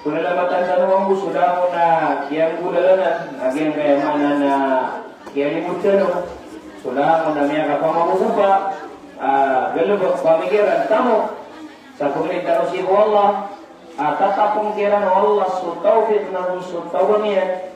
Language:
Maranao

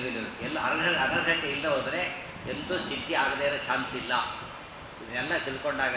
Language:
Kannada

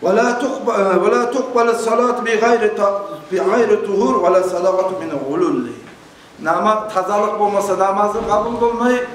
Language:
Kumyk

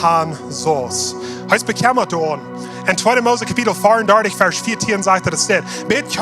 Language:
Plautdietsch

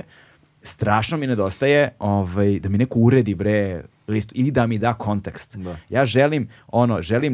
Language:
Serbian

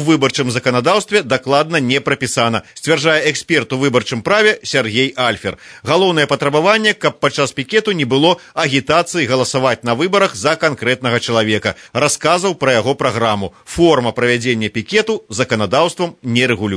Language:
Belarusian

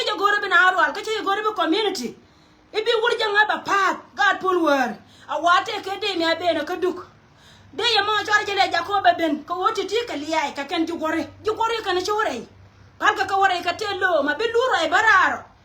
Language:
Nuer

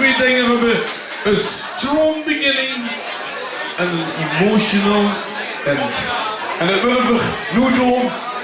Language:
Limburgish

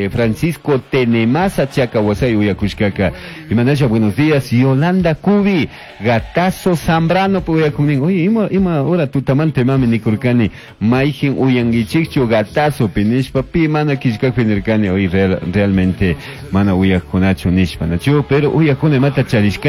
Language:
Chimborazo Highland Quichua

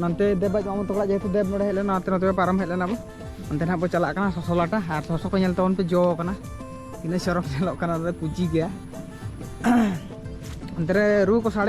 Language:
Santali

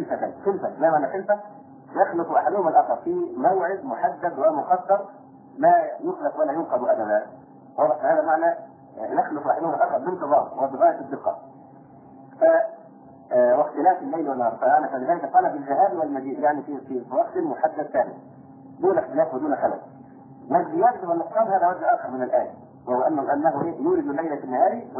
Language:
Arabic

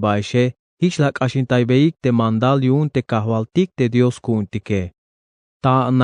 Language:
Tzeltal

